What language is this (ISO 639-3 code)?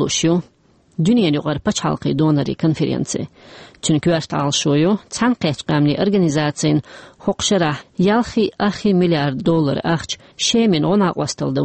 che